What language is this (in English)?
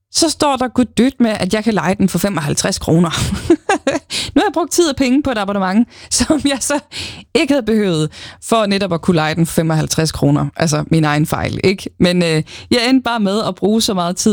Danish